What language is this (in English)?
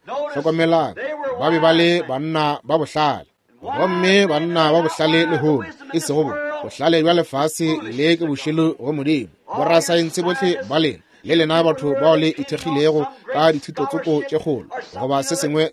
Northern Sotho